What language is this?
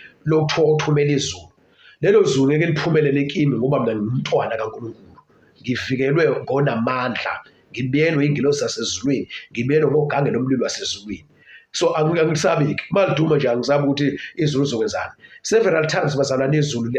Zulu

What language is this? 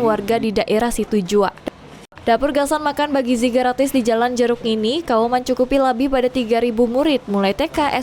Banjar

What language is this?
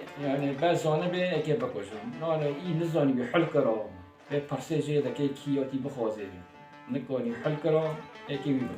Kurdish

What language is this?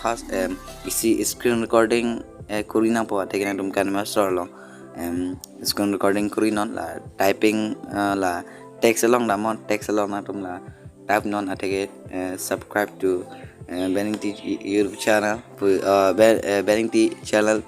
Karbi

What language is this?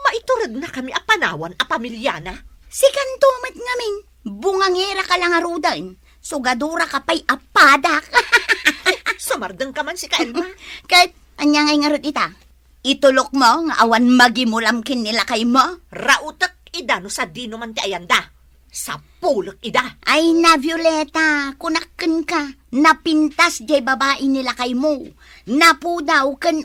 Iloko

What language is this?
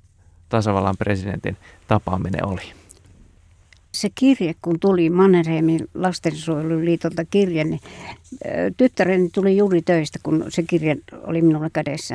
Finnish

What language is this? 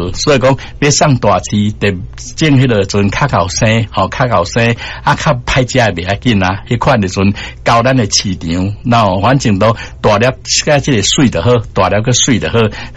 Min Nan Chinese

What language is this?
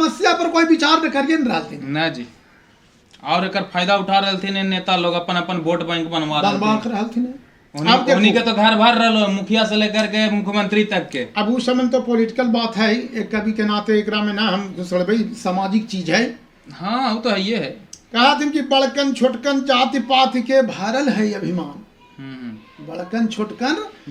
Magahi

